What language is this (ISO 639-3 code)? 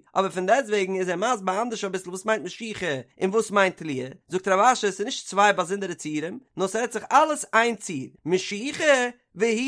yid